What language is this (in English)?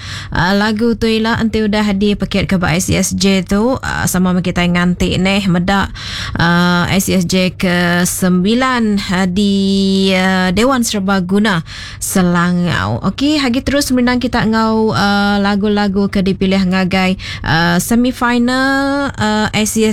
Iban